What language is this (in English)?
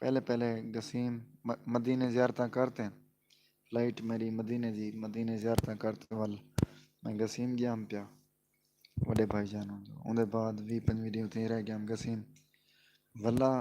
Saraiki